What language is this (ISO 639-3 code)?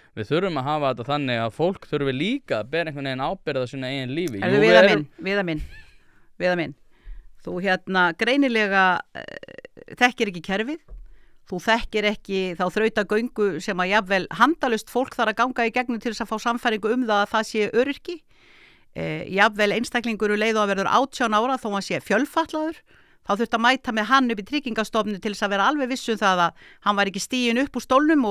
isl